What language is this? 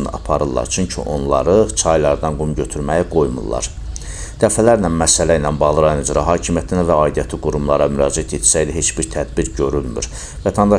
Azerbaijani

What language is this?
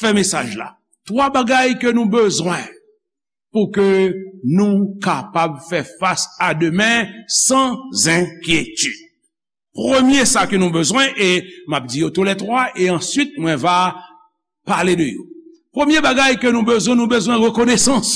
Haitian Creole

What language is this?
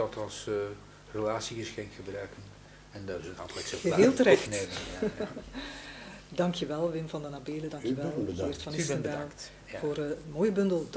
Dutch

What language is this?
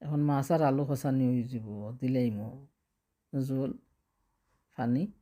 Sylheti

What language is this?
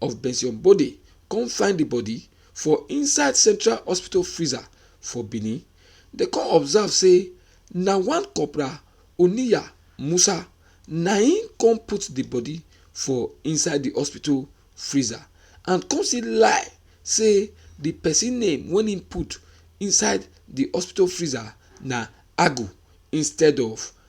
Nigerian Pidgin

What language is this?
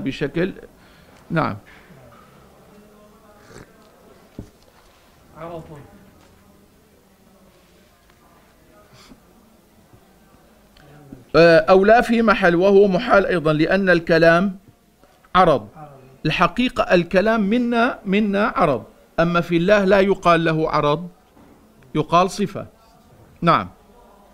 Arabic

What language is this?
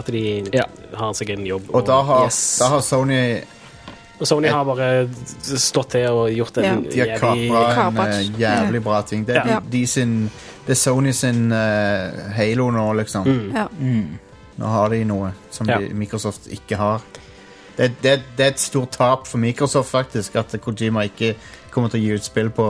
Norwegian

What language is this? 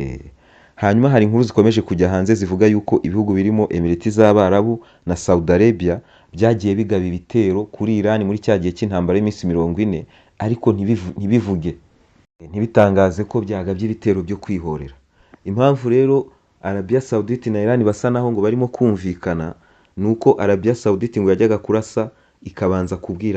Kinyarwanda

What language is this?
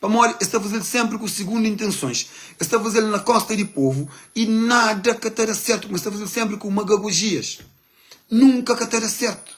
Kabuverdianu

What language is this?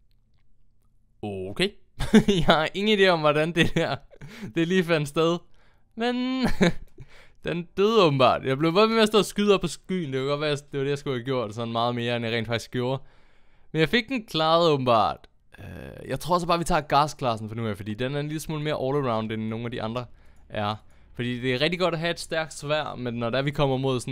Danish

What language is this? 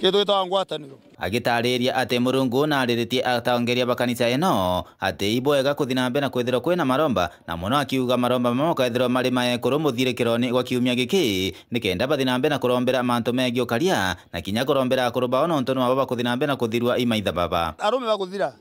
Meru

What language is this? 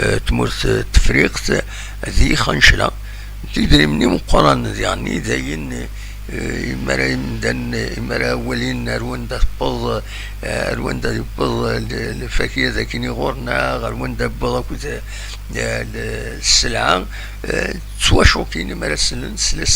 Kabyle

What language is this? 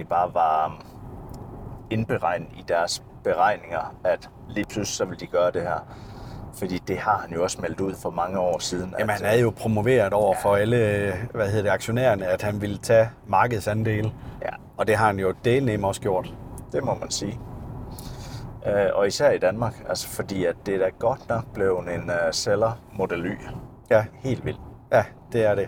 Danish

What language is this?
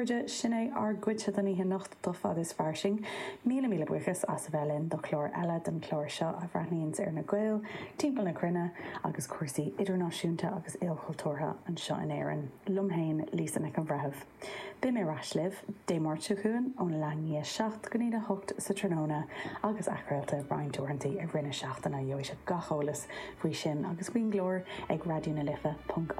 Irish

